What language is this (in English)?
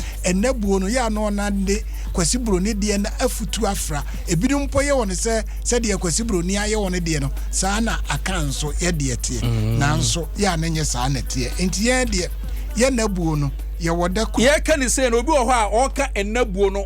Akan